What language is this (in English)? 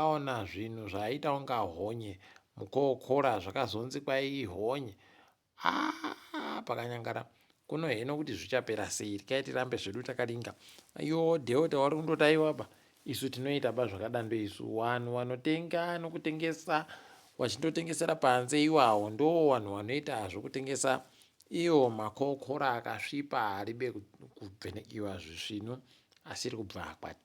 Ndau